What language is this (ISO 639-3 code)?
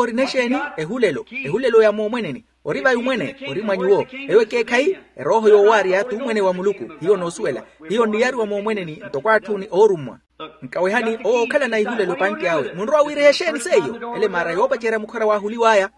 vmw